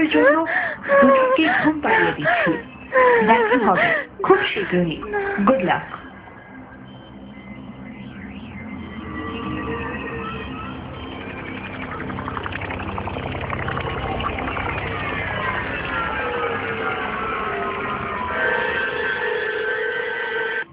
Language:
Bangla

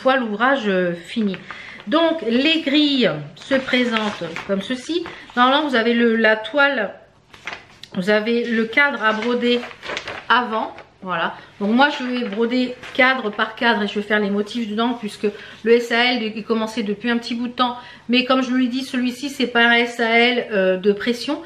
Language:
French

